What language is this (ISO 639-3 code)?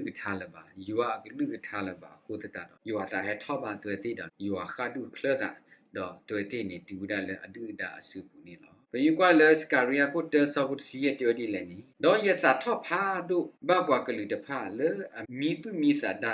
ksw